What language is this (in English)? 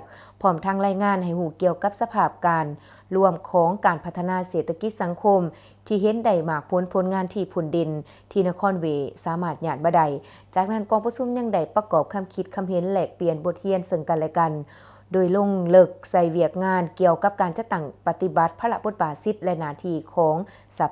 Lao